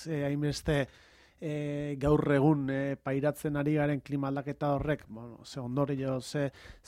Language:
Basque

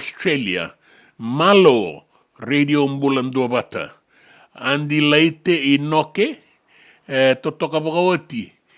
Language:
Fijian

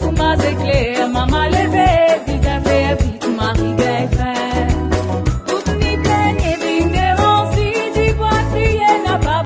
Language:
Morisyen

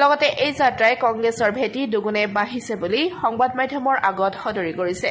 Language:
Assamese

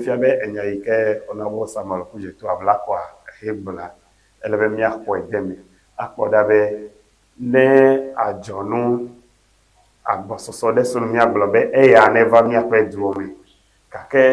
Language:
Ewe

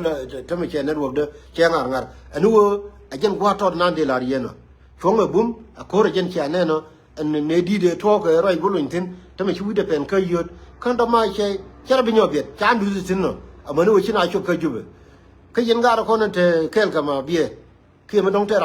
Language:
Nuer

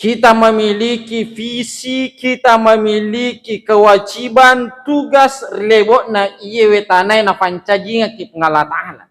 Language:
Buginese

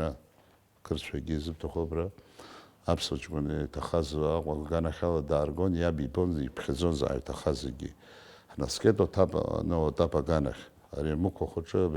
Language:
Abkhazian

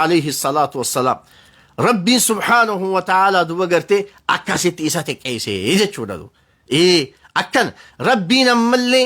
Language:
Oromo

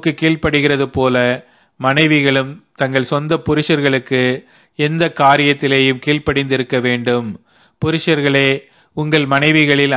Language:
Tamil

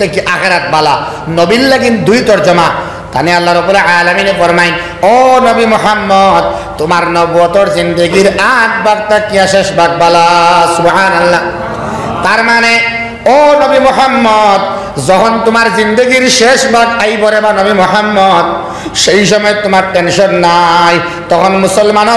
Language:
Sylheti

